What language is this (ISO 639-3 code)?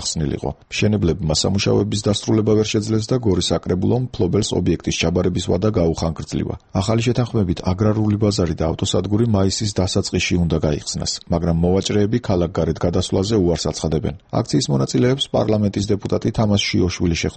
kat